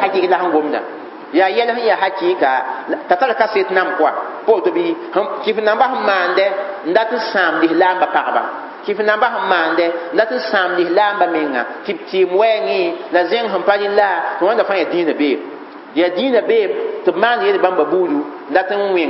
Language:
Mossi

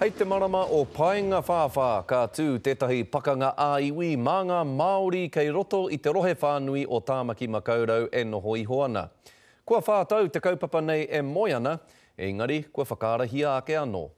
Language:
Māori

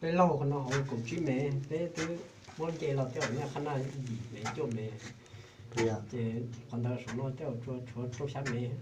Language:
Hmong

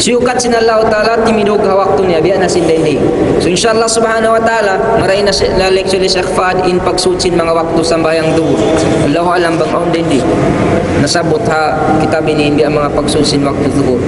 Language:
Tausug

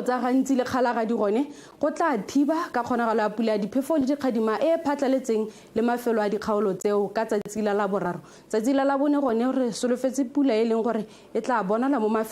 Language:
Tswana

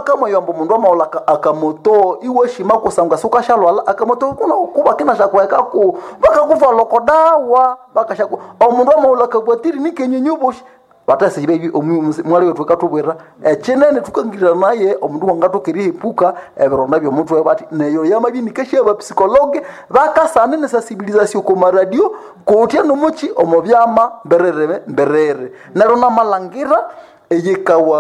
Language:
Nande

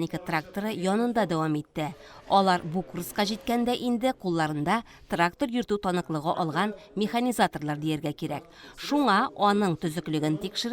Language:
Tatar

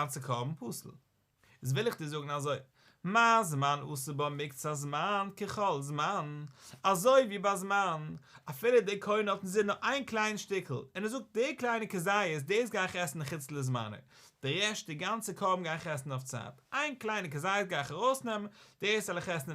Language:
Yiddish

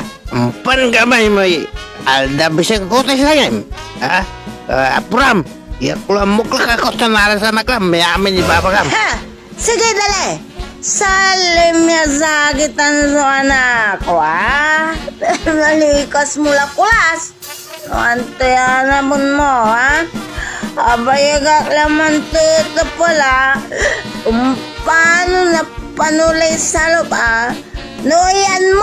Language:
Pangasinan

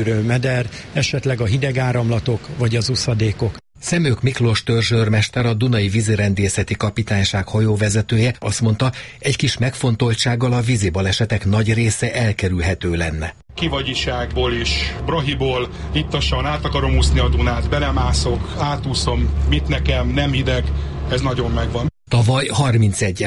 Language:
Hungarian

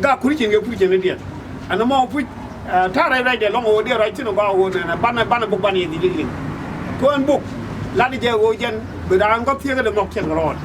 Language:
Nuer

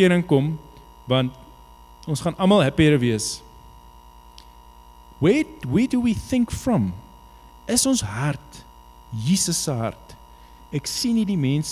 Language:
Afrikaans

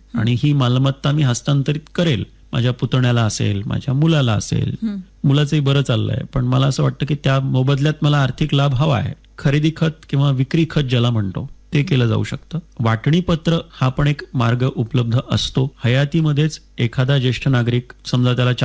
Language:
Marathi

